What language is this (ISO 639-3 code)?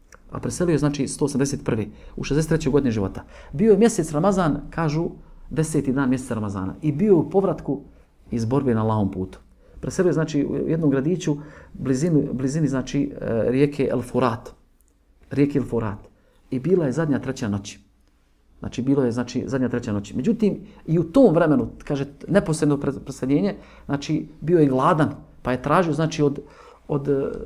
bos